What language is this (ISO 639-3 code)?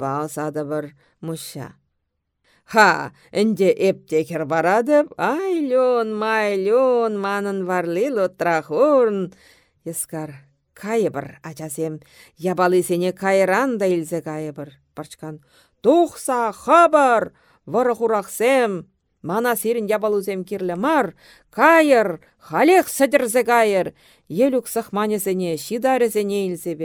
chv